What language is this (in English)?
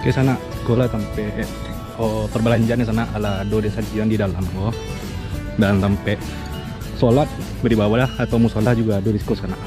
Minangkabau